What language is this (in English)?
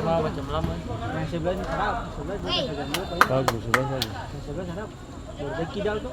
Ambonese Malay